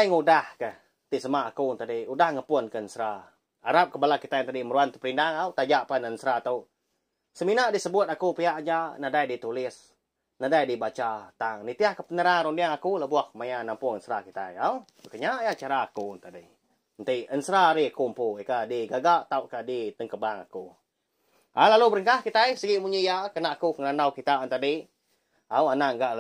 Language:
Iban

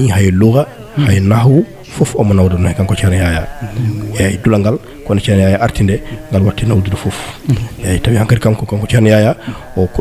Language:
Fula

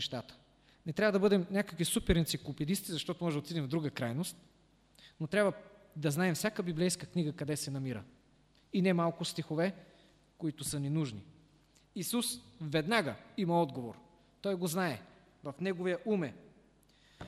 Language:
Bulgarian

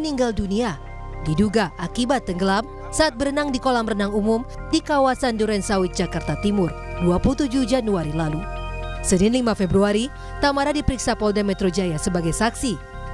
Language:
Indonesian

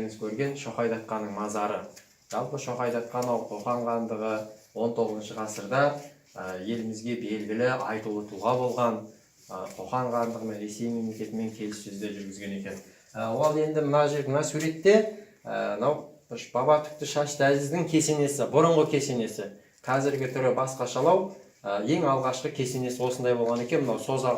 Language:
Kazakh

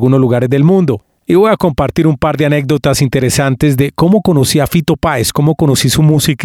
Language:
Spanish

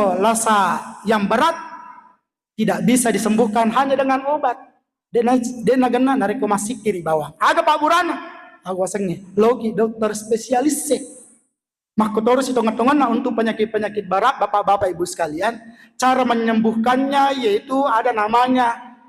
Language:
Buginese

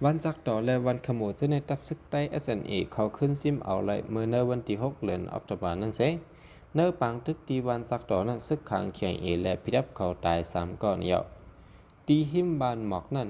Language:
Shan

